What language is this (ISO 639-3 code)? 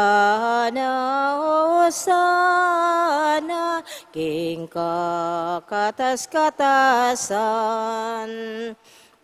pam